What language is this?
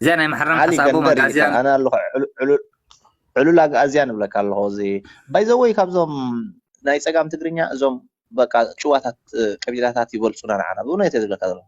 Tigrinya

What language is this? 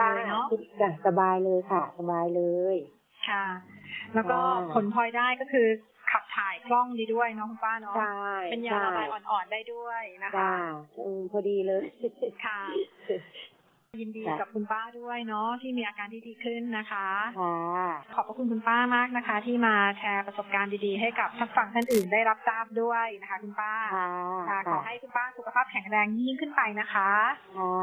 Thai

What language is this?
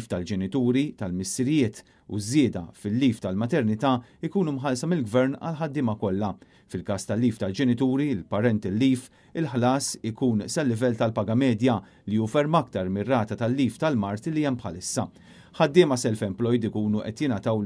Maltese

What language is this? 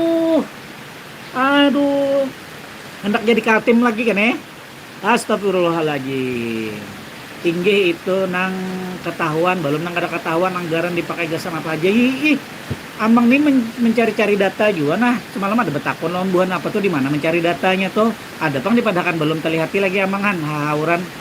Banjar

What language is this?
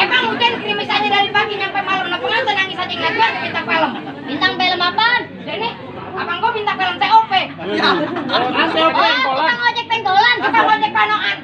Betawi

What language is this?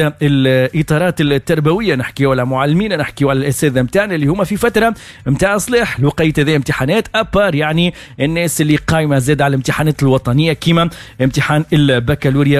Tunisian Arabic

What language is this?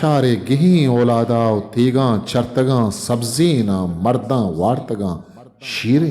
Eastern Balochi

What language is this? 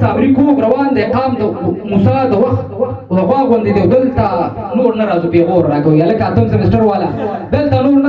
Pashto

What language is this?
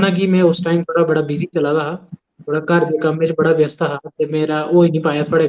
Dogri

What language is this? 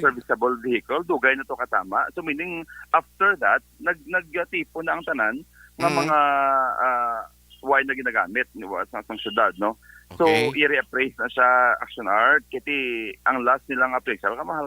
Hiligaynon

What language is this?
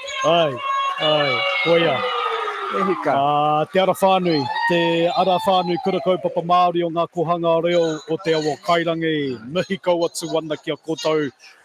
Māori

